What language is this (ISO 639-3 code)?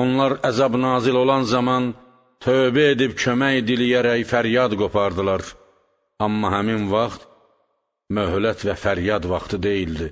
aze